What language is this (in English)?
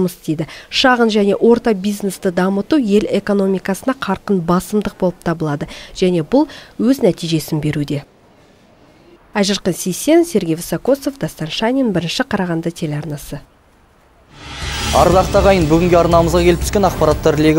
Kazakh